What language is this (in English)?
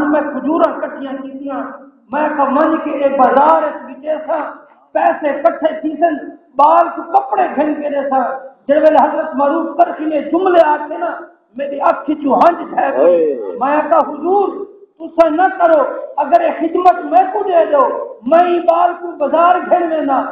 Saraiki